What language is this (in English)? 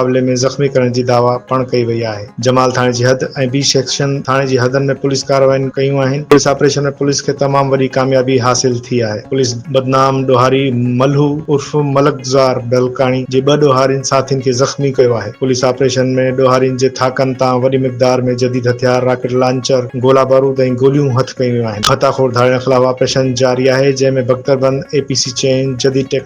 Sindhi